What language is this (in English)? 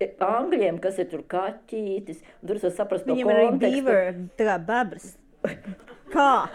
Latvian